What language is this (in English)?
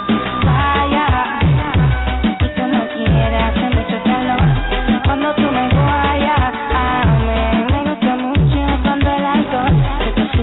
Kinyarwanda